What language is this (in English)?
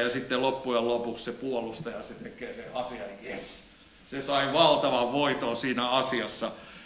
Finnish